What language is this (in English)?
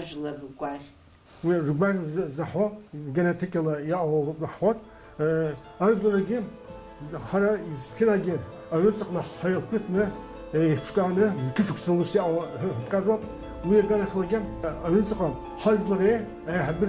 Abkhazian